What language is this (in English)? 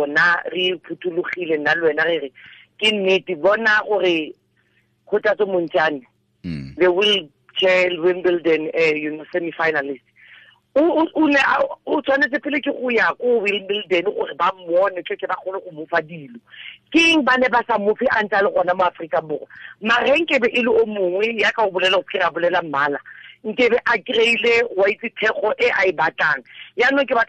Tswana